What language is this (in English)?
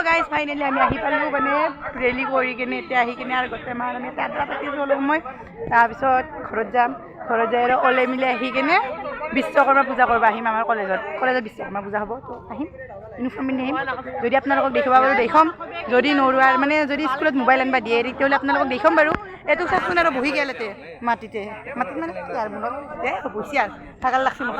Assamese